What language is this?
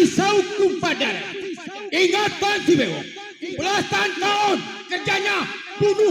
Betawi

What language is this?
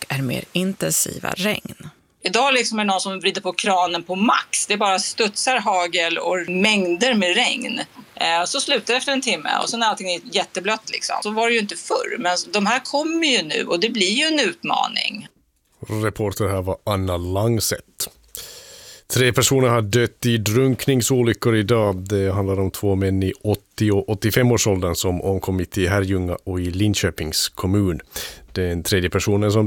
Swedish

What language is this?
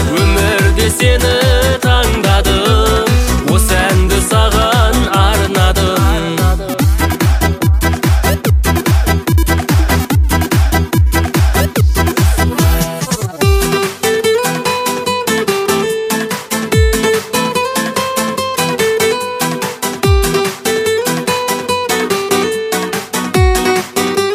Kazakh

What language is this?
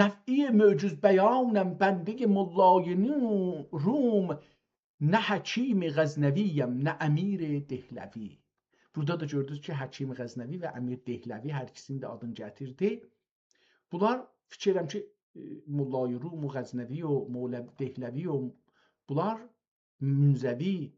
South Azerbaijani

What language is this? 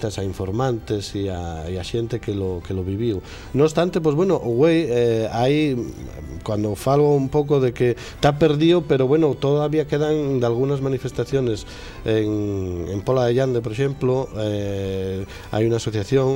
Asturian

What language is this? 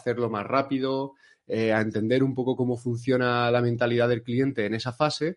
Spanish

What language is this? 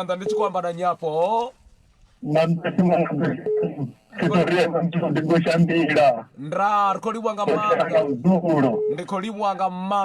Venda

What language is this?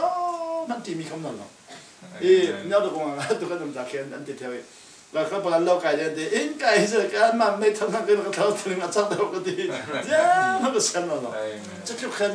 Falam Chin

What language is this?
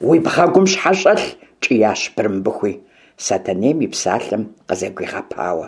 Kabardian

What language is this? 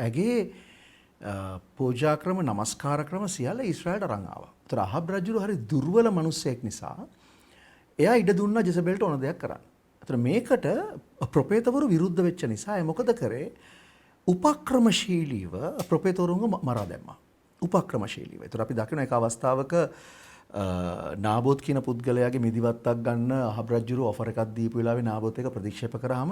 Sinhala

